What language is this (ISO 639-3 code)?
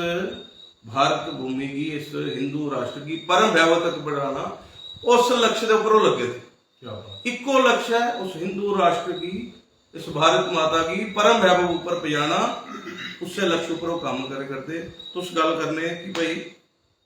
doi